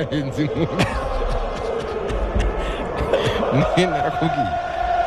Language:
Kinyarwanda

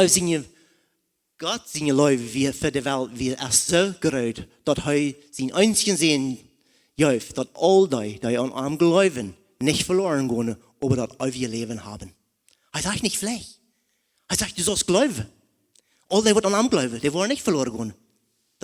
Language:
Plautdietsch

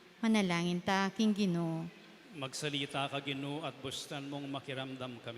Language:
Pampanga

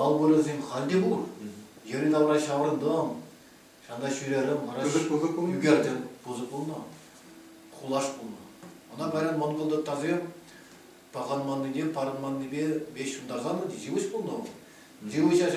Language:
Chuvash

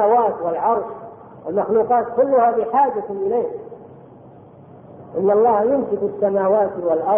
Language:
Arabic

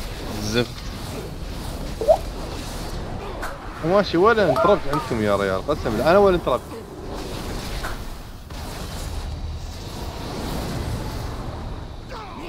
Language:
Gulf Arabic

